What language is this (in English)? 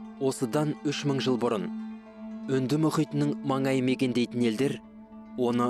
Kazakh